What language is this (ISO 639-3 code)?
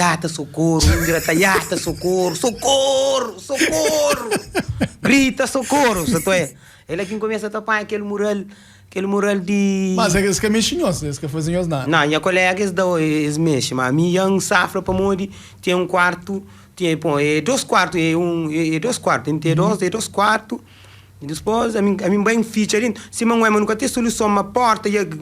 kea